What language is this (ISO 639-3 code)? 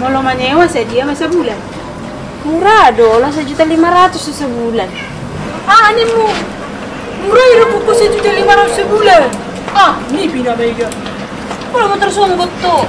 bbc